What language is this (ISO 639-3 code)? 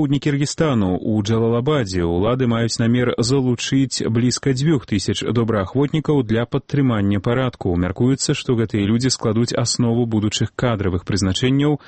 bel